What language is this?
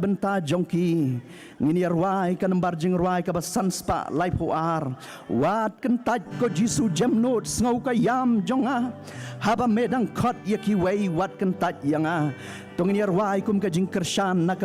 Khasi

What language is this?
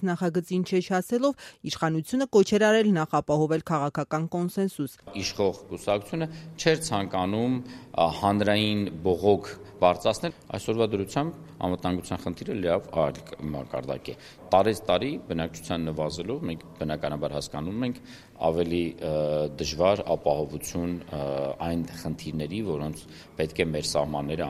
Armenian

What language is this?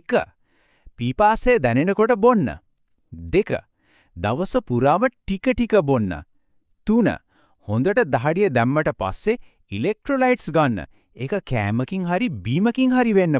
Sinhala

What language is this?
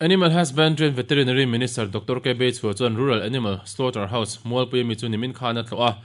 Mizo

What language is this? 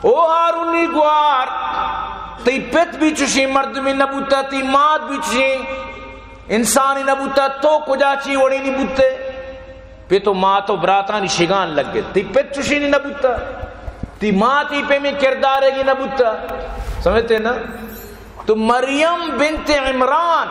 Baluchi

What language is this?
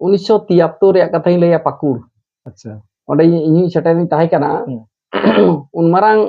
Santali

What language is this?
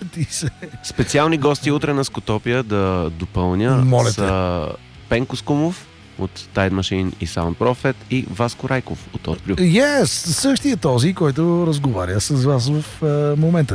Bulgarian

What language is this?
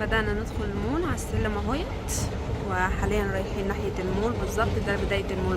Egyptian Arabic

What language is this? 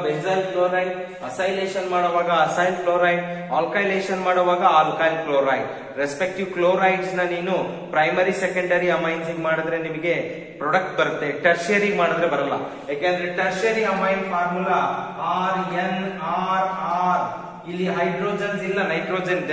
Kannada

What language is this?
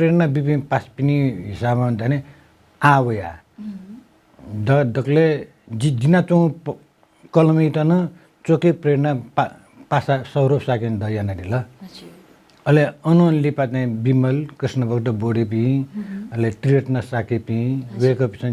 Newari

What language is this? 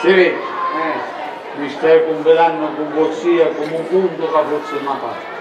Sicilian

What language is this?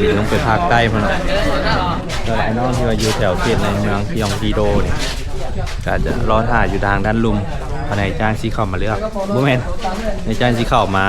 Lao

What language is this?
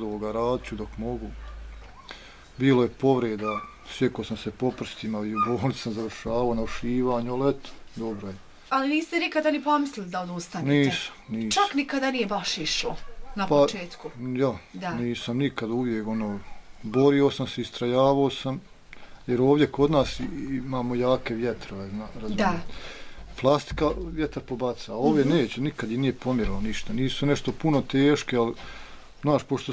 Bosnian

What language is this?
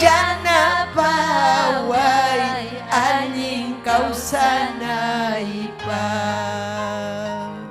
Ayacucho Quechua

